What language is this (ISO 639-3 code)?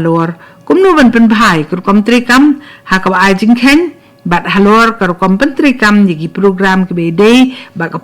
kha